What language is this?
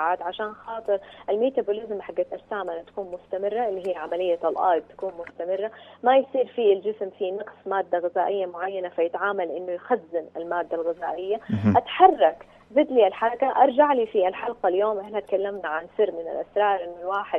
Najdi Arabic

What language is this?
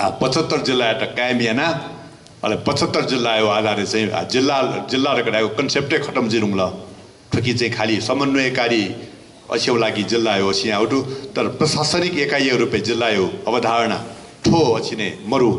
Newari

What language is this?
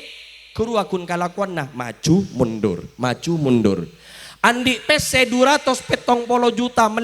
Madurese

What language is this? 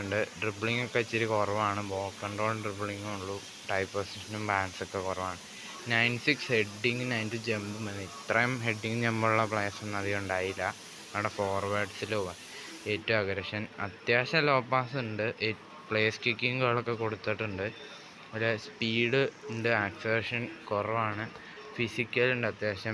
Malayalam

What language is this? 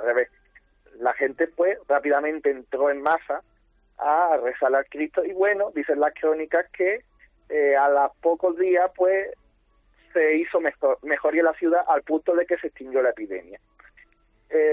Spanish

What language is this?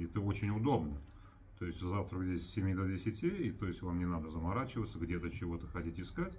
Russian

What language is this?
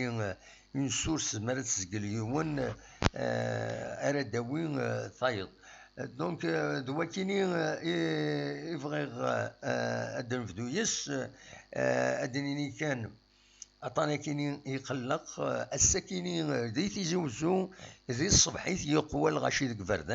Kabyle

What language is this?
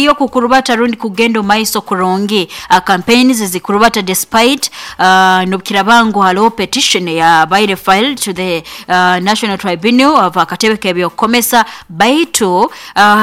Nyoro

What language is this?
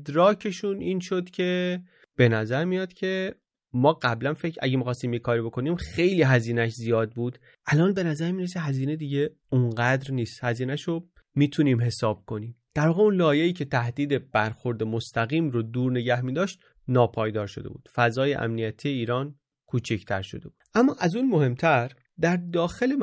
Persian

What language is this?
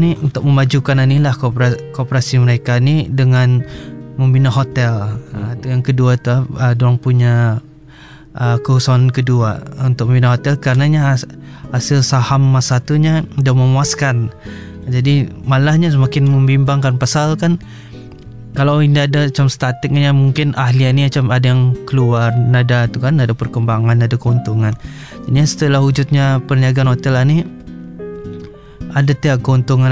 Malay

